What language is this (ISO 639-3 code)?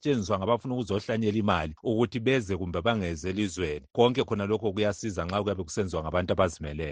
nde